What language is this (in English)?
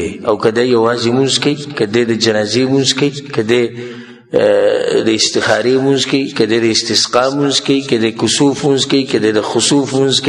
Pashto